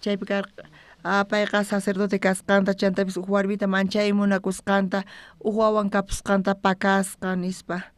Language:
South Bolivian Quechua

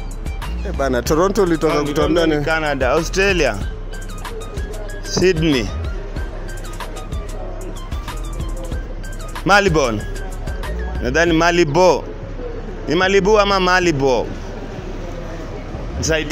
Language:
Swahili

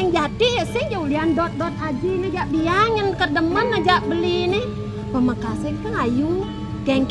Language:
Balinese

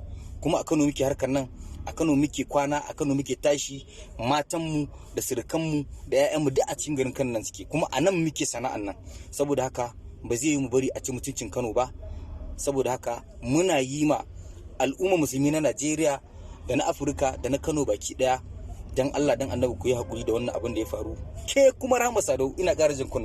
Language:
Hausa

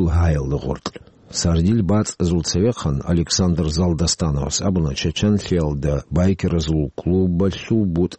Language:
Avaric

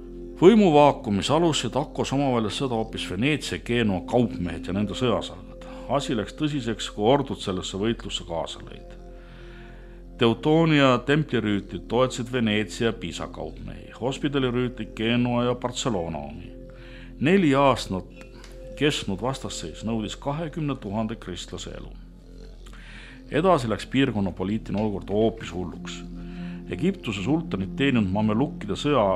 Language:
Estonian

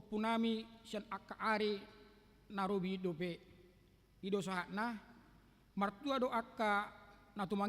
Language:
Batak Toba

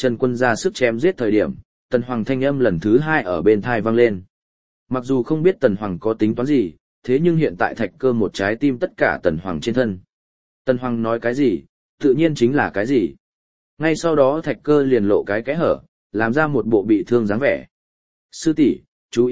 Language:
Vietnamese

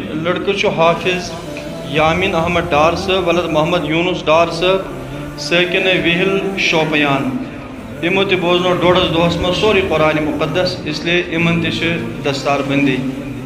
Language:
Kashmiri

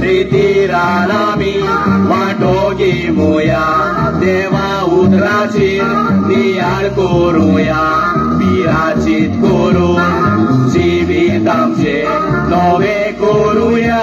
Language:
Konkani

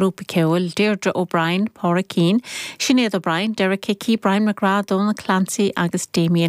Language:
Irish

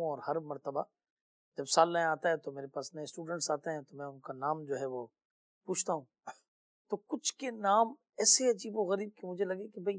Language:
Urdu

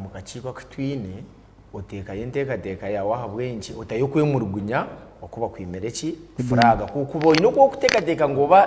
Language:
Nyankole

